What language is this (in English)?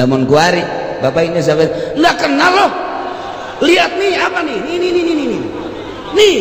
Sundanese